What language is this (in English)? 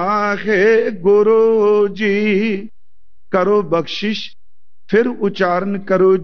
Punjabi